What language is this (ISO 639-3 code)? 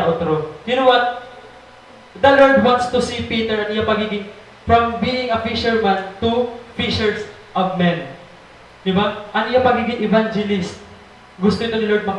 war